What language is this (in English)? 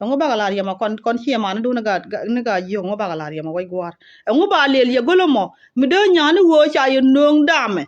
Nuer